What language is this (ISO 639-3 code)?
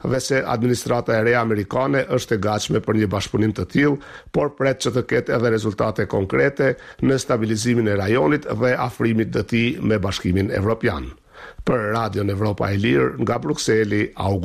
sqi